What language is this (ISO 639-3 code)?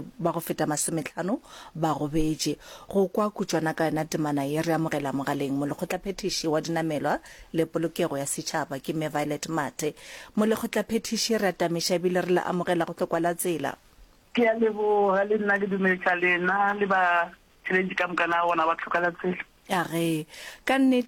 nso